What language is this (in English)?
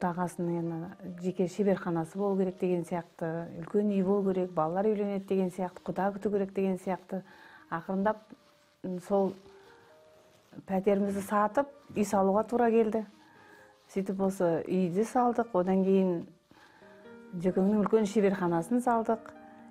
Kazakh